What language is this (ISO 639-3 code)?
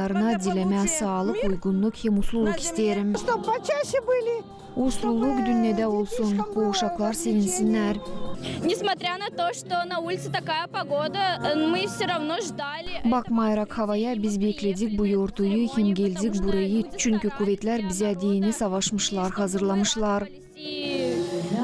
gag